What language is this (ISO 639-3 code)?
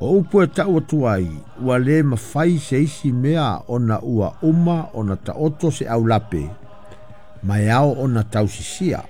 smo